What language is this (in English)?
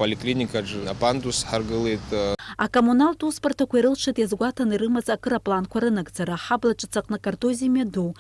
Abkhazian